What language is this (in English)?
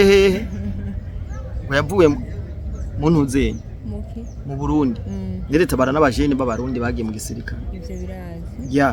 Rundi